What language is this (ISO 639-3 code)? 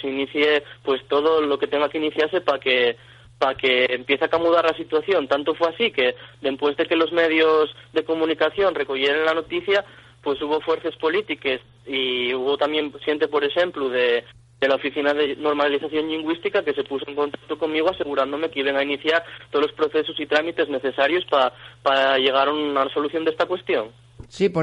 ast